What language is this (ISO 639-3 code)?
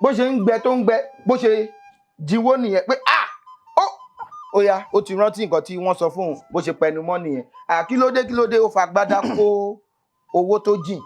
yor